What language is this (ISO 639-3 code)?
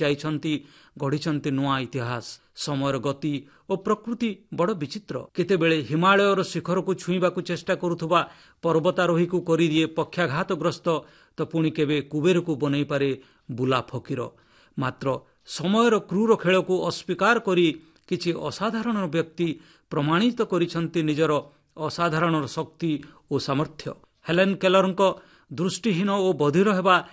ori